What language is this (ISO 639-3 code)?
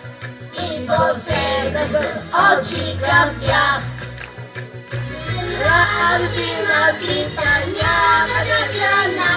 bul